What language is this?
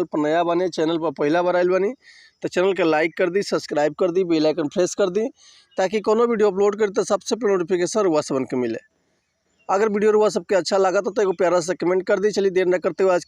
Bhojpuri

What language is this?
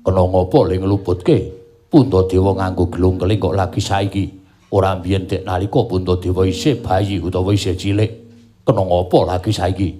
Javanese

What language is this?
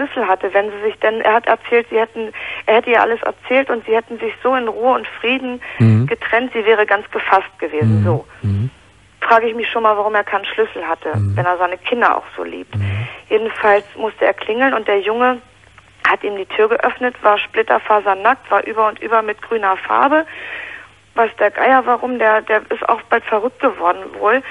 German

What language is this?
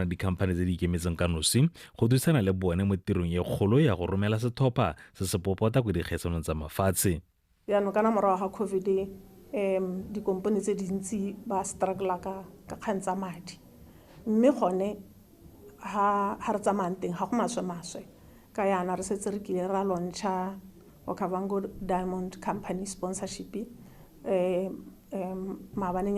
Tswana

